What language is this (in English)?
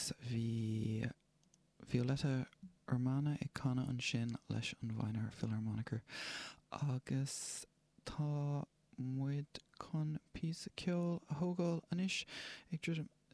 Irish